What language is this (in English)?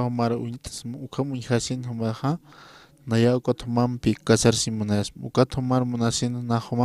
Aymara